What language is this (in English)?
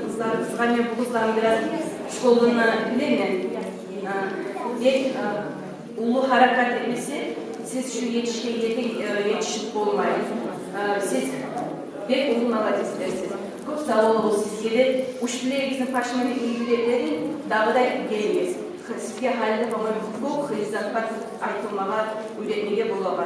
Kumyk